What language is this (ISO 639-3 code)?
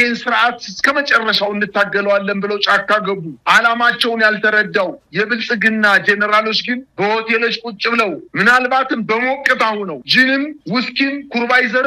amh